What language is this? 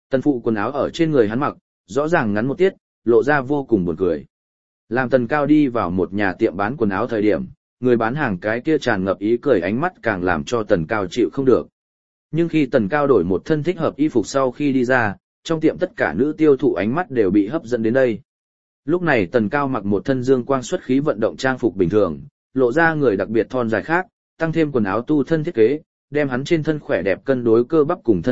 Vietnamese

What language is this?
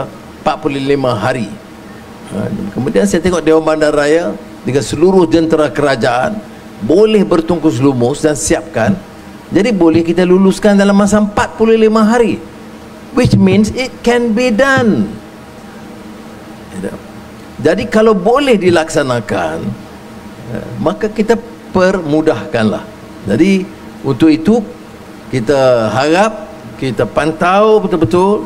Malay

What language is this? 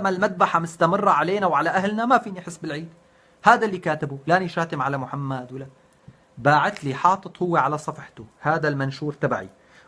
North Levantine Arabic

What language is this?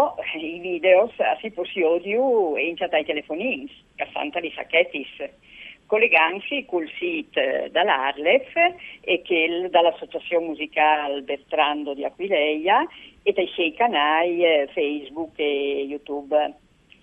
Friulian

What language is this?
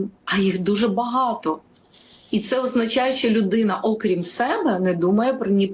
Ukrainian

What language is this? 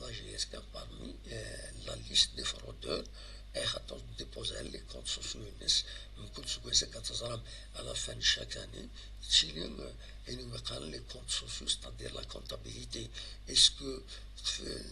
Kabyle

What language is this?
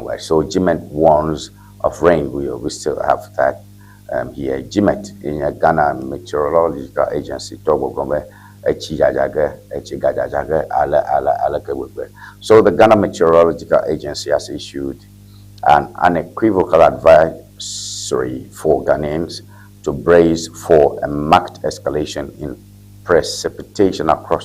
Ewe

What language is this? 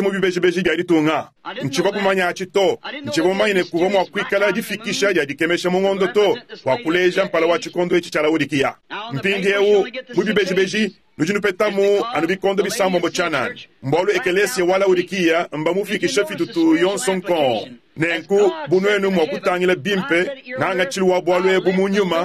Luba-Lulua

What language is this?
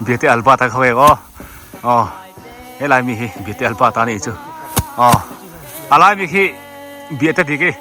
Biete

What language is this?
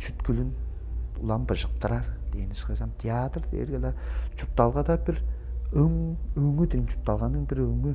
Tuvinian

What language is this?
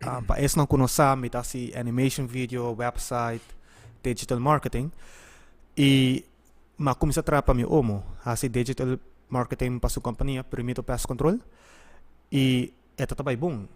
Papiamento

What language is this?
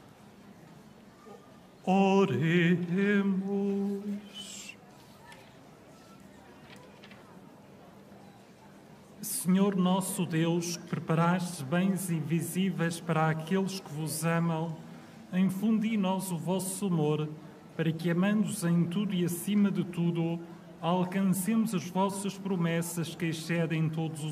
Portuguese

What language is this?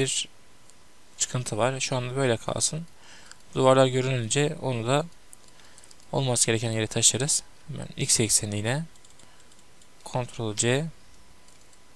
Turkish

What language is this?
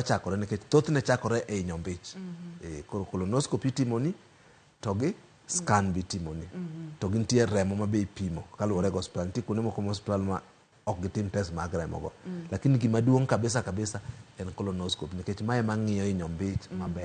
Luo (Kenya and Tanzania)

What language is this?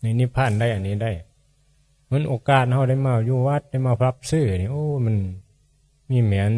Northeastern Thai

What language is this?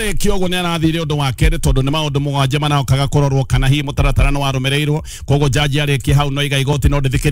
Kikuyu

